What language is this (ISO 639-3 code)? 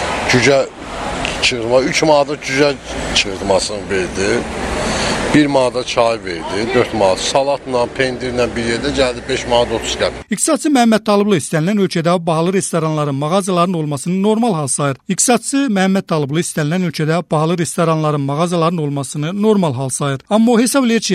aze